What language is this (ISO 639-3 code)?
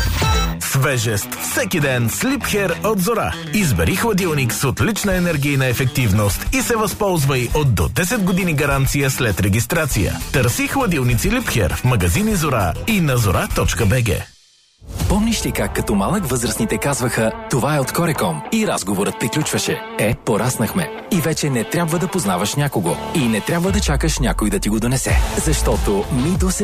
bul